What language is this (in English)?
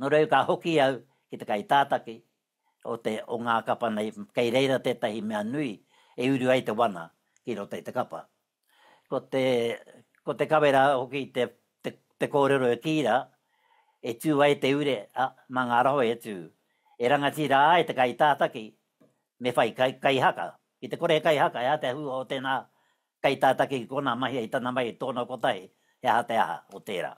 Māori